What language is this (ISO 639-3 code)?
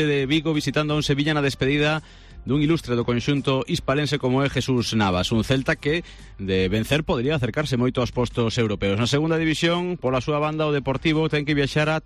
glg